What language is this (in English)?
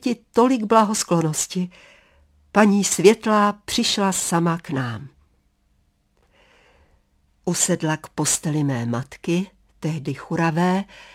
Czech